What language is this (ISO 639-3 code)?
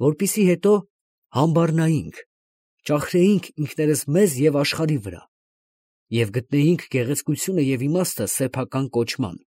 hye